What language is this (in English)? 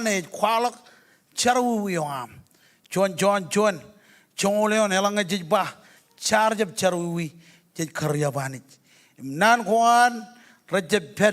Marshallese